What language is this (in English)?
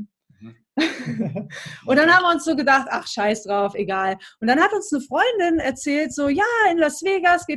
German